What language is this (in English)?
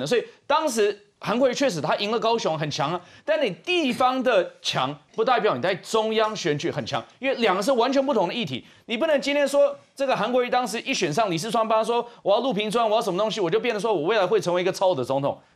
Chinese